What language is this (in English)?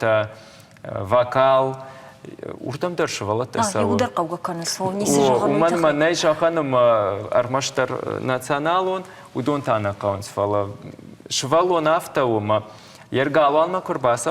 Ossetic